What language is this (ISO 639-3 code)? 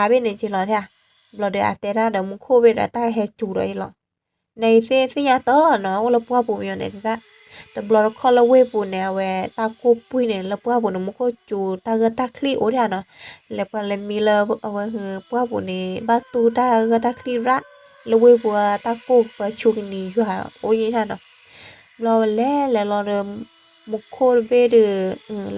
ksw